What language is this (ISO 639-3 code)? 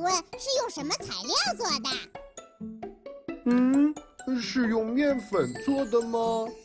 zho